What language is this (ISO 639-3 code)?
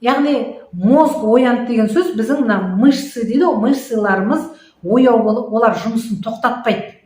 kaz